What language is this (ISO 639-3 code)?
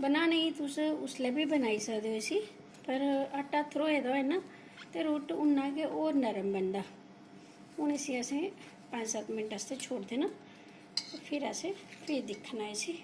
doi